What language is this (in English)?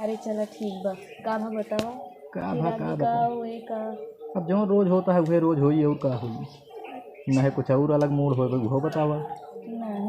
Awadhi